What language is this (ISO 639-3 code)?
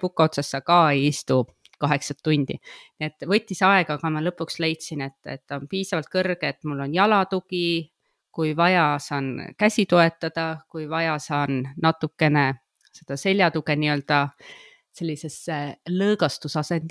est